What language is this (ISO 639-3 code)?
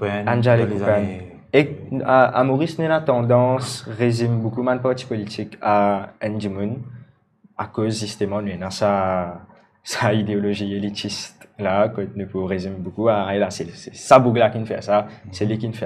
mfe